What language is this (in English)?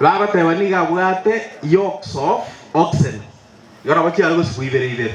Gusii